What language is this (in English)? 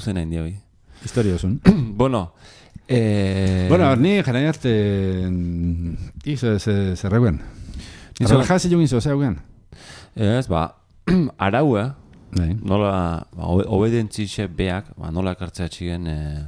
Basque